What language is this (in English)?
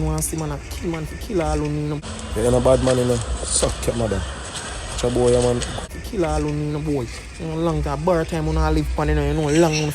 Jamaican Creole English